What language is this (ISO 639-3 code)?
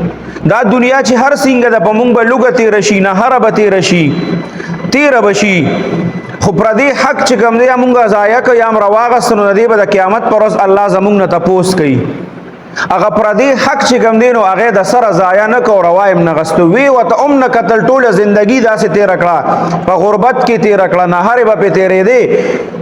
pus